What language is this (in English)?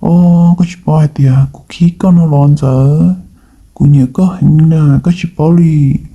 Hmong